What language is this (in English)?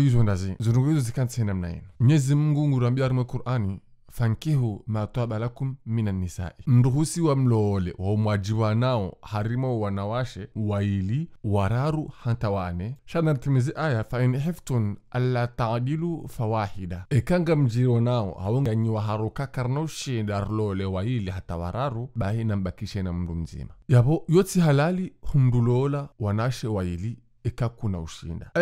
Ngazidja Comorian